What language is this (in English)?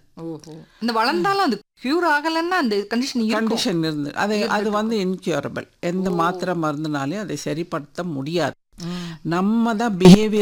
Tamil